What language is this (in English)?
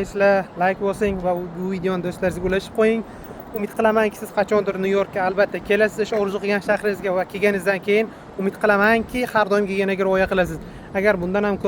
Uzbek